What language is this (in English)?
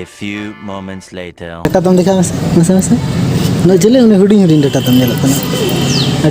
Santali